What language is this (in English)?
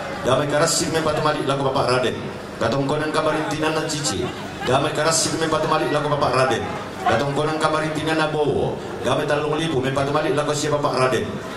Toraja-Sa'dan